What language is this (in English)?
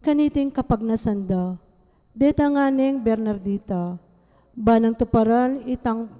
Pampanga